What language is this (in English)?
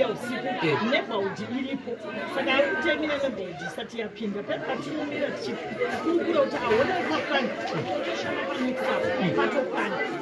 Shona